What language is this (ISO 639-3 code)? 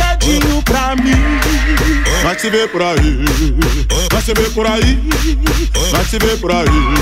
por